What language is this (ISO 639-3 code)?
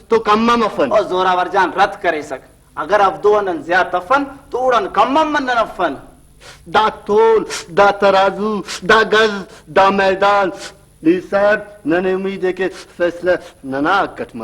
brh